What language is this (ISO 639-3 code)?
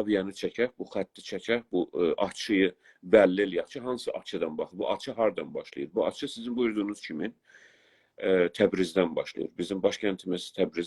azb